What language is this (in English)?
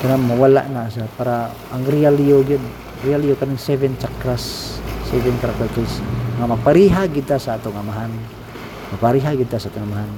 Cebuano